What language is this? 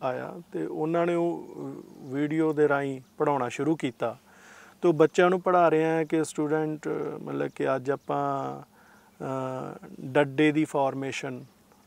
Punjabi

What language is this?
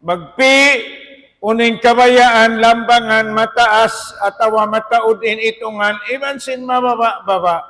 Tausug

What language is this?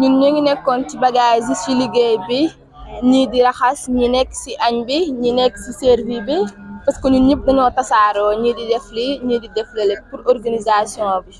Wolof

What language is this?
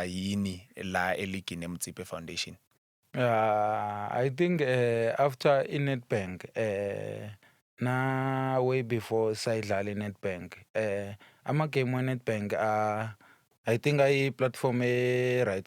Zulu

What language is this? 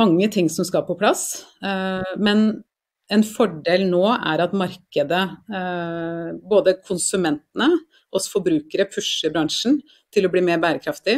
Norwegian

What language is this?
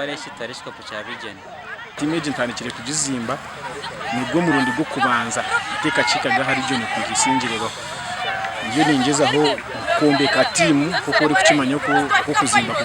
Nyankole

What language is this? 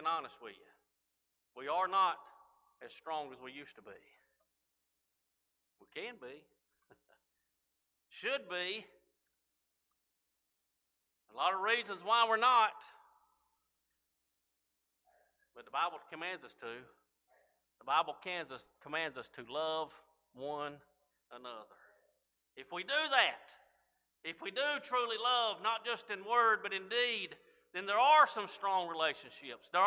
English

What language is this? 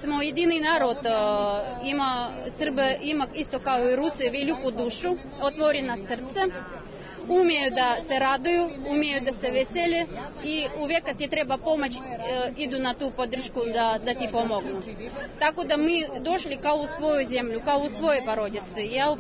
Serbian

